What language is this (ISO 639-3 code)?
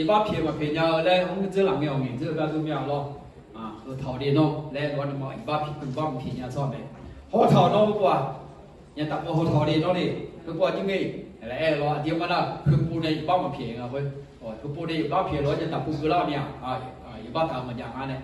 ahk